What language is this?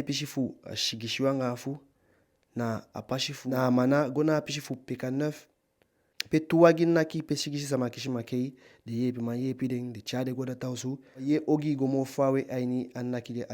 Eastern Maroon Creole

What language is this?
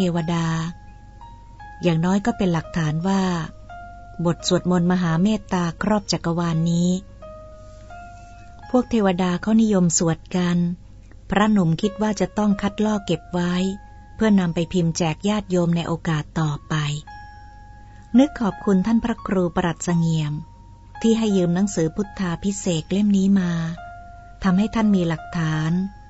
Thai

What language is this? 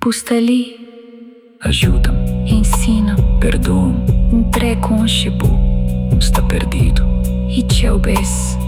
Kabuverdianu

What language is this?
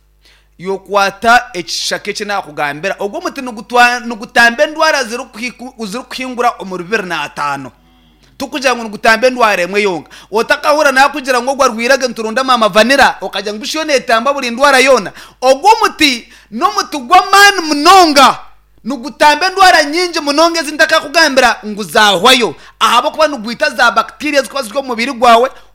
Nyankole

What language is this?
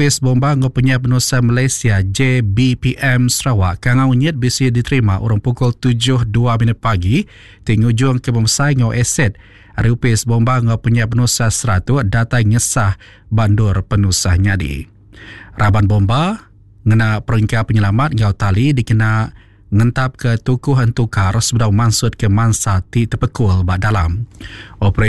Iban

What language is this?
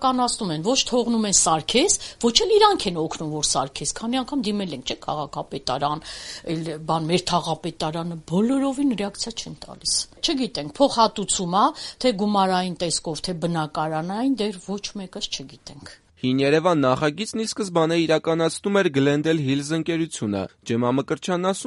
Armenian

